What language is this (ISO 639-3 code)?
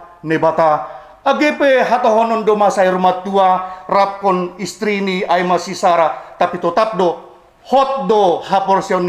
bts